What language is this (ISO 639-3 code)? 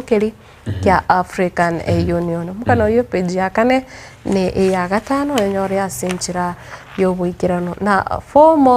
guz